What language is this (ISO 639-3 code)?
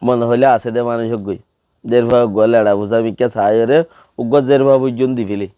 rhg